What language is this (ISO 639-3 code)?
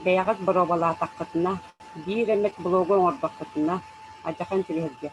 sah